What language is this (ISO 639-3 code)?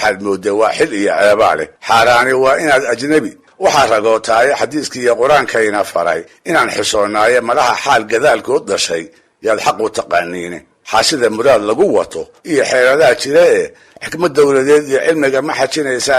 som